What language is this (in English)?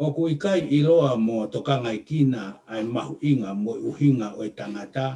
Tongan